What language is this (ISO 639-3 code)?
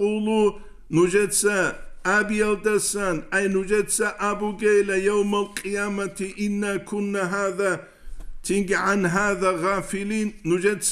ava